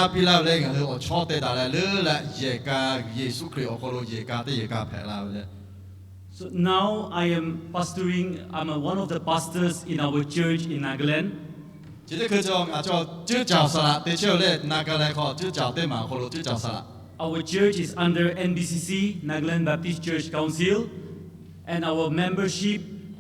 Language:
Lahu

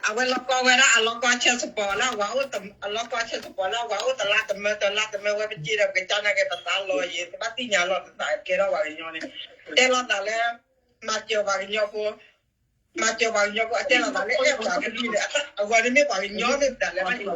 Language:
S'gaw Karen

